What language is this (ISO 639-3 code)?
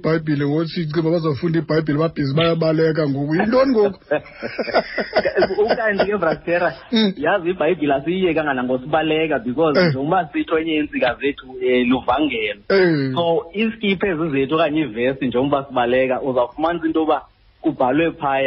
xho